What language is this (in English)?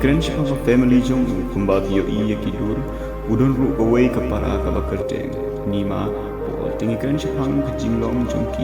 Khasi